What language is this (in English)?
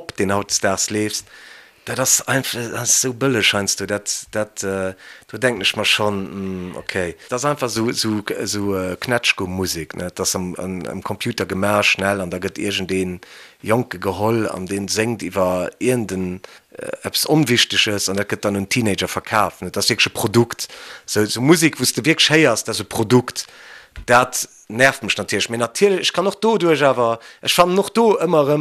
Luxembourgish